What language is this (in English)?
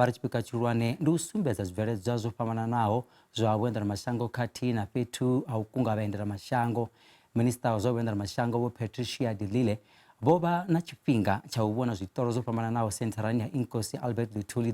Venda